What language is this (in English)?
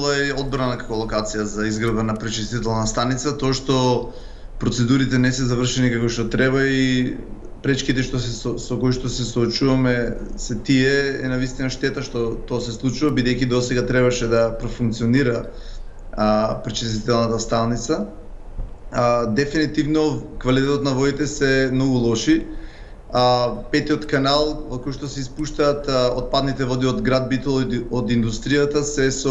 Macedonian